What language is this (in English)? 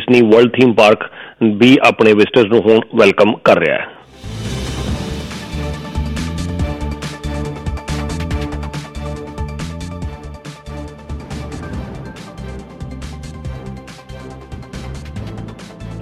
Punjabi